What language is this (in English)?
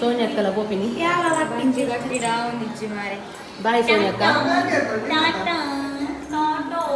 Tulu